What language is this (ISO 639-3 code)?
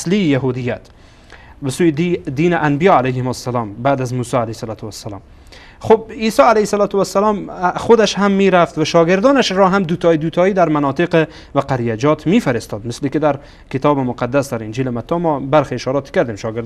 fas